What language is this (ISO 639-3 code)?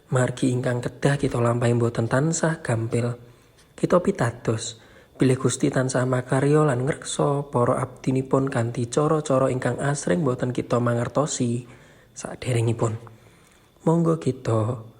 jav